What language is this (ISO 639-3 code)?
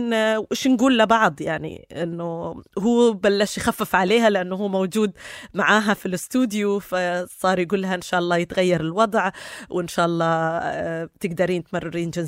apc